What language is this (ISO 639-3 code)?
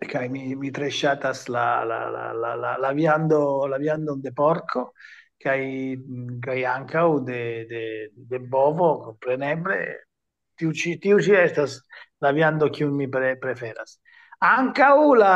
epo